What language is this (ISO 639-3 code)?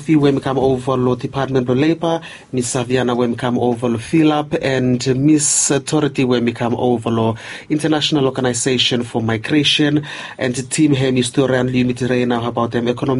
bis